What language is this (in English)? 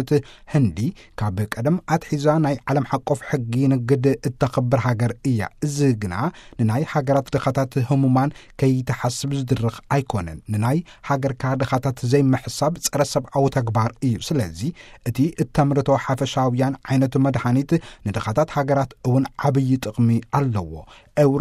Tigrinya